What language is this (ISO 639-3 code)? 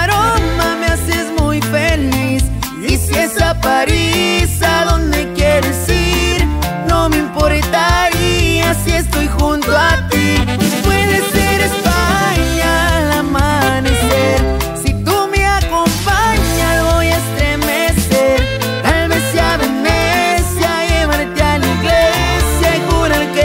spa